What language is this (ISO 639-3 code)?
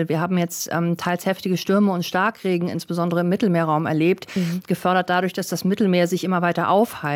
deu